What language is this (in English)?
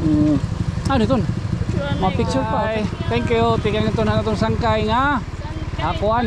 Waray